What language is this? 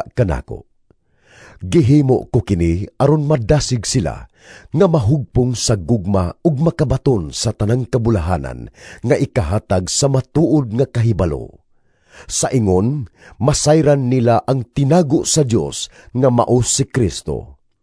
Cebuano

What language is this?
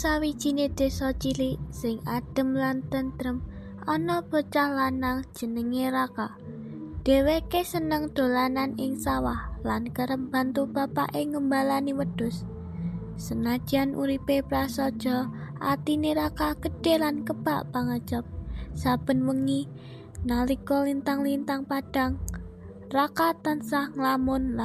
Javanese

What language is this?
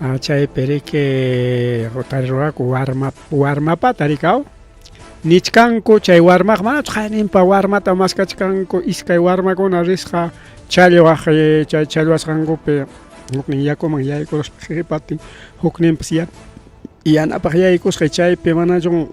Ayacucho Quechua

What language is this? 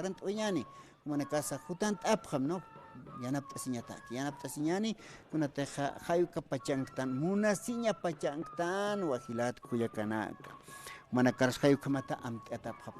Aymara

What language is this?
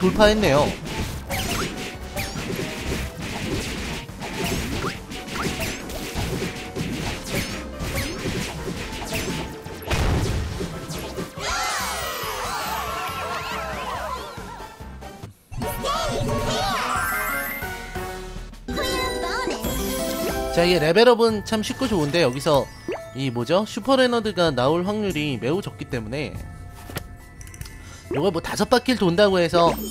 Korean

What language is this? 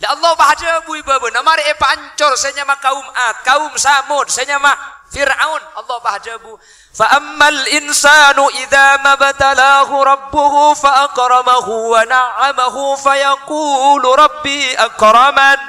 Madurese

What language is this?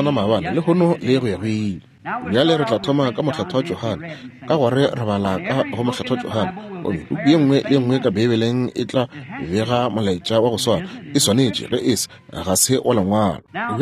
Northern Sotho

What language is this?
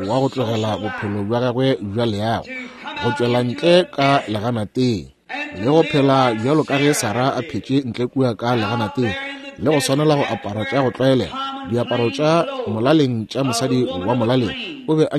Northern Sotho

